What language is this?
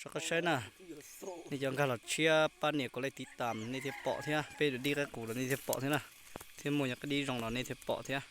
Hmong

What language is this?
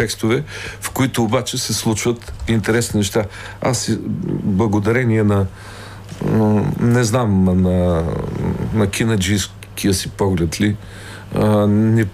Bulgarian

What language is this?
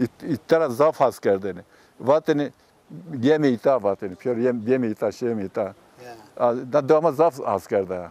Zaza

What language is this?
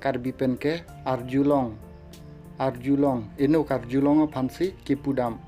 Karbi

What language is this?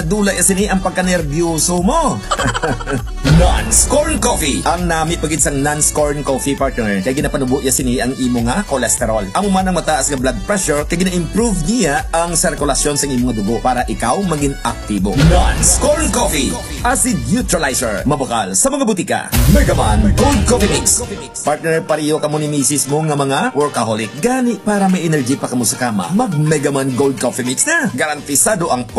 Hiligaynon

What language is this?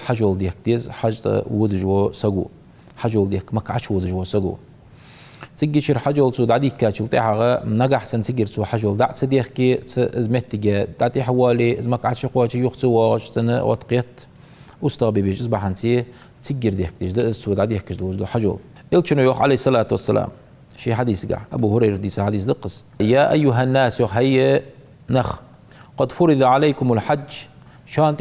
Ingush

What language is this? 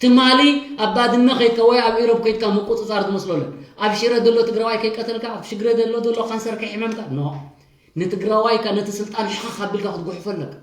Tigrinya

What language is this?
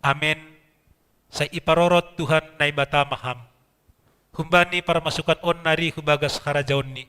Batak Simalungun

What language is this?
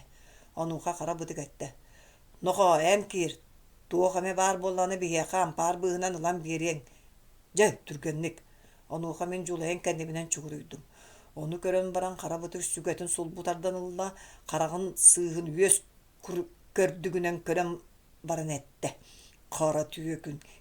Yakut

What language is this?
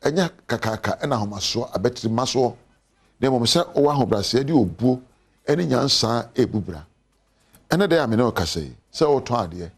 Akan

